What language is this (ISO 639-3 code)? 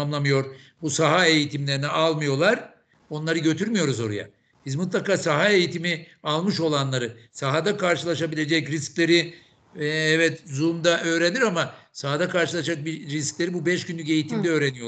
tur